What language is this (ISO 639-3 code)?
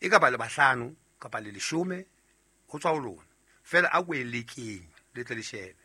sot